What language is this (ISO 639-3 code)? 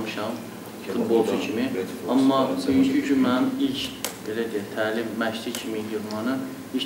aze